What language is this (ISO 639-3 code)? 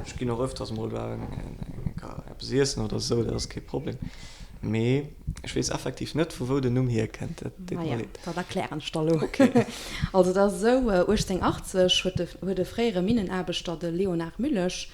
ltz